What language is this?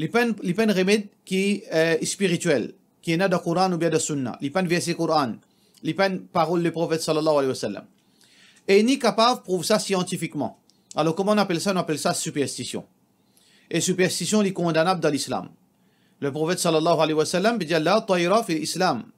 Morisyen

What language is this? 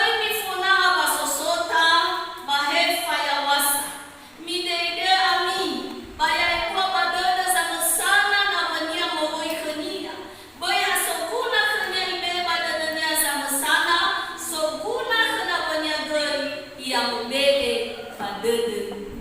Nias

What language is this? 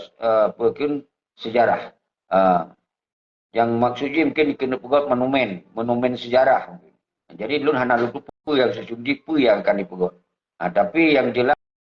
Achinese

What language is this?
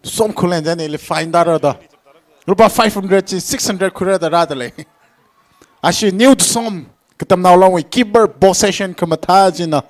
Tangkhul Naga (India)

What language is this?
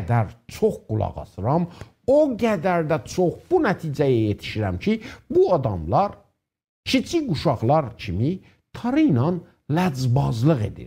South Azerbaijani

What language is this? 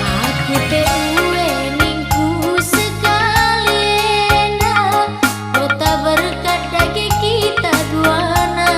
Batak Karo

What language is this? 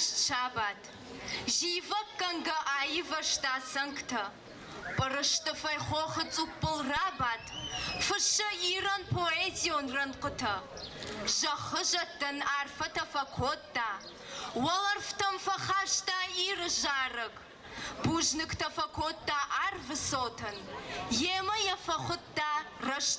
Ossetic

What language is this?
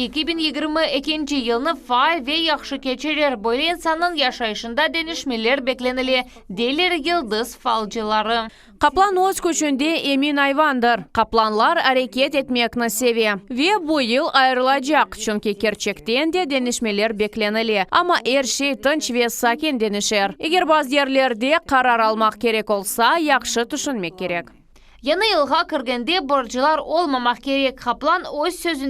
Crimean Tatar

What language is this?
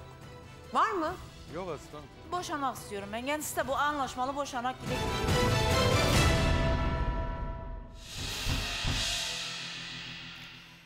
Turkish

